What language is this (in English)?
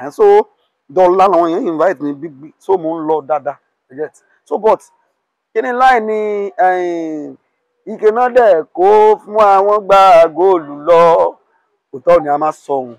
Yoruba